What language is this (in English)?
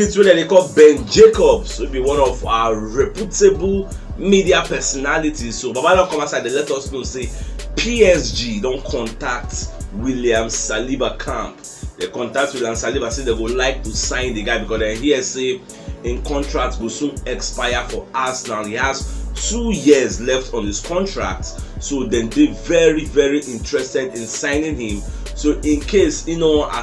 Nigerian Pidgin